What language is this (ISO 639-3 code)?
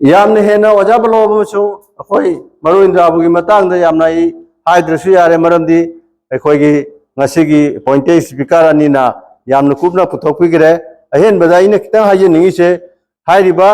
mni